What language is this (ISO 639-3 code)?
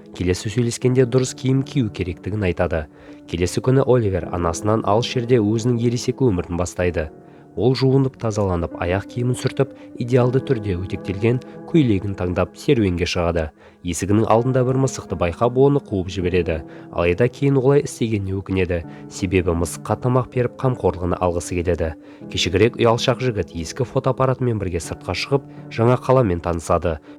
kaz